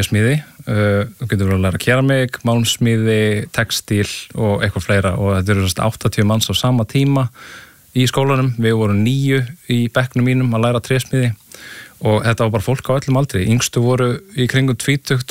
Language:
Icelandic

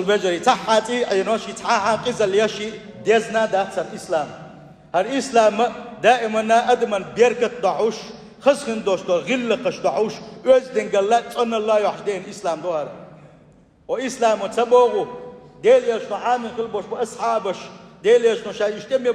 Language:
Chechen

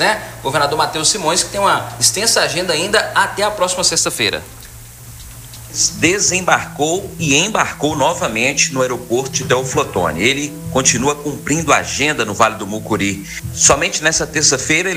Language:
Portuguese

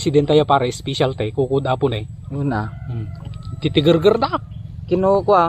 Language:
Iloko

